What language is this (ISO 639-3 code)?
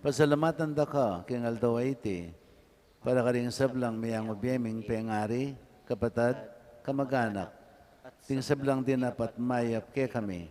pam